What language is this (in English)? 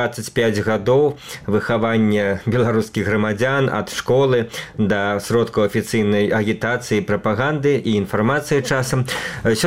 Belarusian